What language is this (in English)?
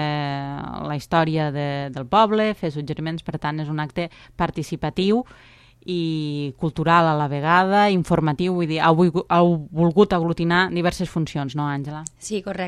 Catalan